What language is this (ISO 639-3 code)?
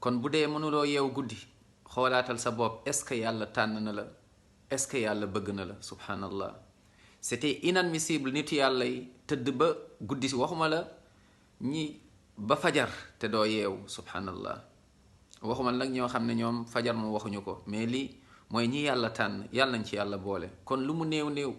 wol